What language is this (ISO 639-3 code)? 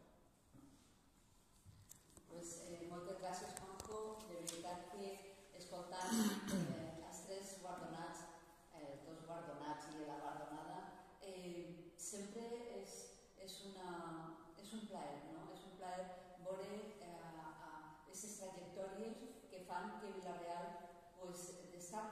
cat